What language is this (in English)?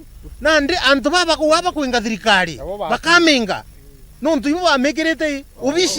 Meru